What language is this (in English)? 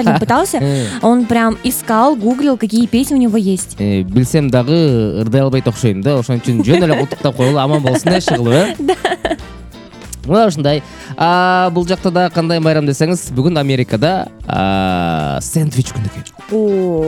Kyrgyz